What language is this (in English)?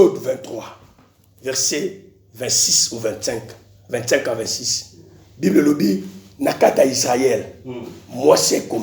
Lingala